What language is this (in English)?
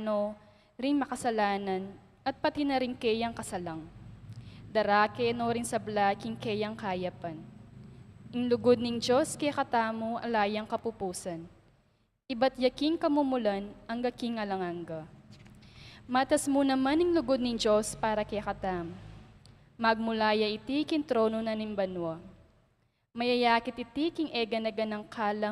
Pampanga